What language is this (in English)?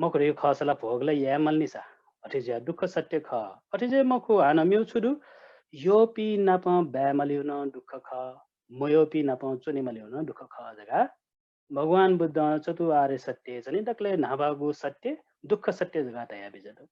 Newari